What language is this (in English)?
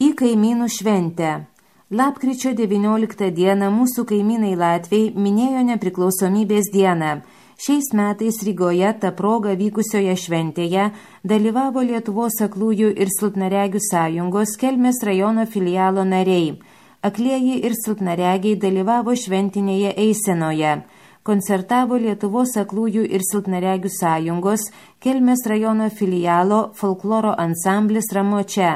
Lithuanian